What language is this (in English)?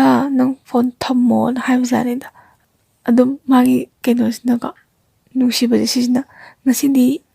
Manipuri